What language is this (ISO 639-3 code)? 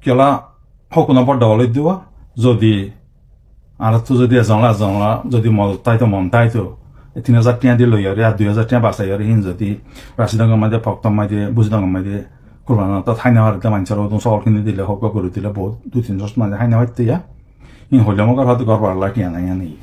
rhg